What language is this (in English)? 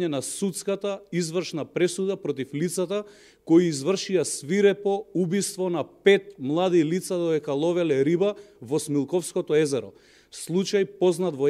Macedonian